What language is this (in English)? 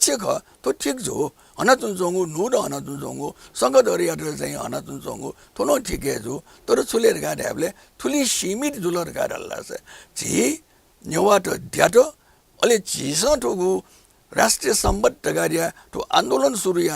Newari